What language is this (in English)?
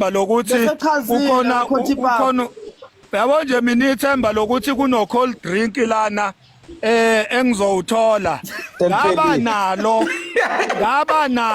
Zulu